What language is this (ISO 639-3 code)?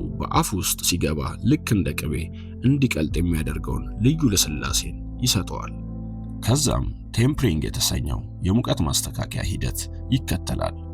amh